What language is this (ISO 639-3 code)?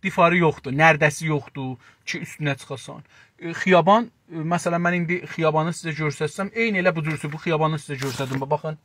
azb